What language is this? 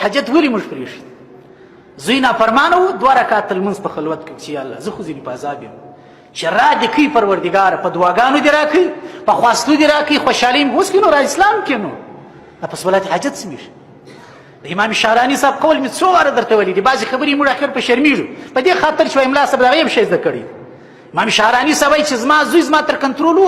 Pashto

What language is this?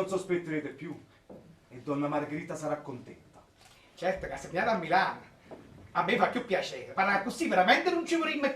Neapolitan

